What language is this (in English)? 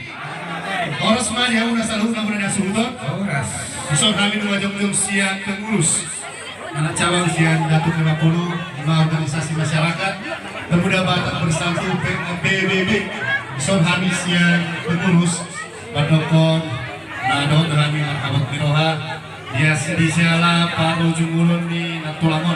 Batak Toba